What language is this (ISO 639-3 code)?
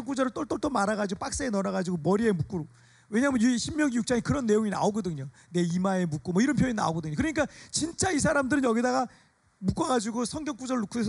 kor